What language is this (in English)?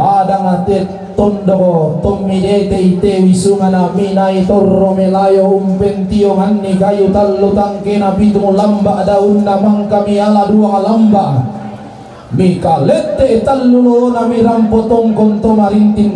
Toraja-Sa'dan